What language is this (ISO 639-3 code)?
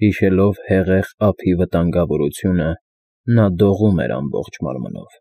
hye